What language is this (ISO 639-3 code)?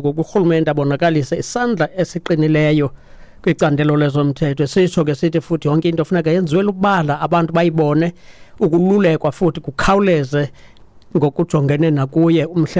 xho